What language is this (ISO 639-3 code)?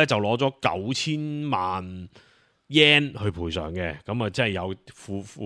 yue